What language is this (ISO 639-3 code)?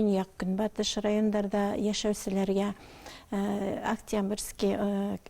bak